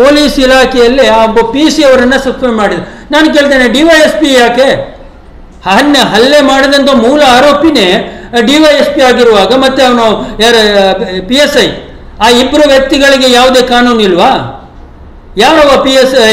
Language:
Kannada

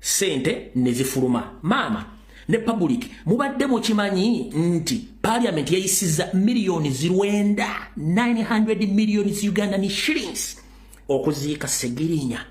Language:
Ganda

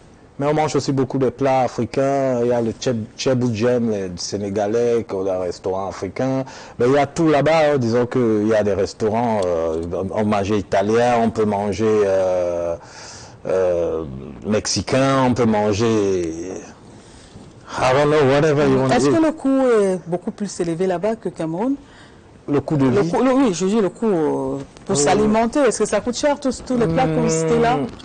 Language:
French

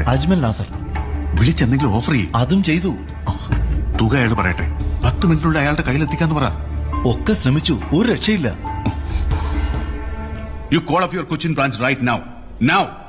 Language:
Malayalam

